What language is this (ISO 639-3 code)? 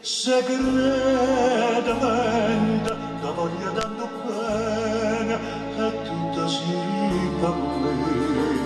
nap